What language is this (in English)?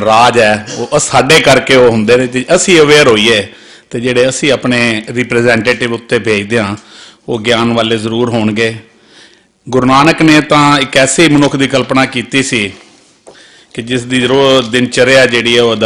Punjabi